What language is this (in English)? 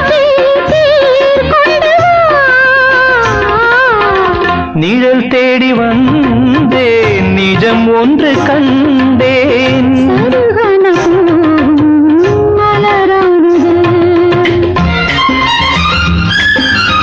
Tamil